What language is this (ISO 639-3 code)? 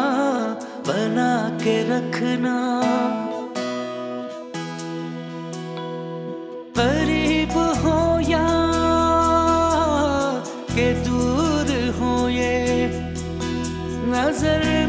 hin